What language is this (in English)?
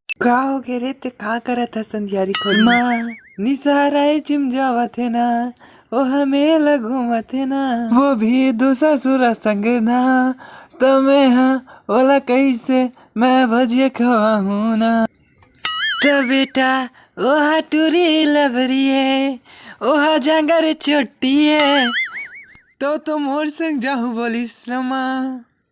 Chhattisgarhi